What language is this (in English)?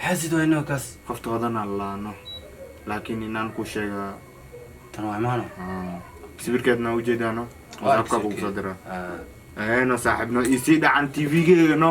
Somali